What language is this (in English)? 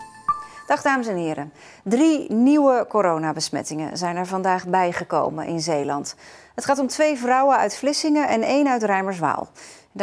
Dutch